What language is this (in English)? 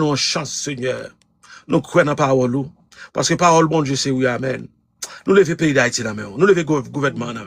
Haitian Creole